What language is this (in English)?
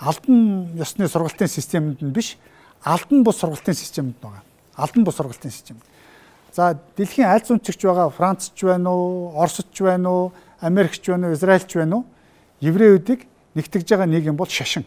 Mongolian